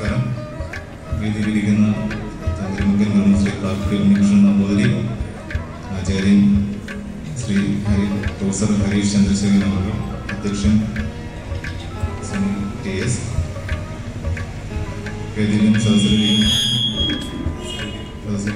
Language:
Malayalam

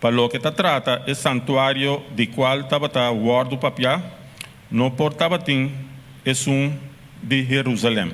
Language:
Papiamento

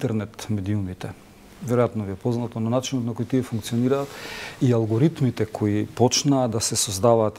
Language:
Macedonian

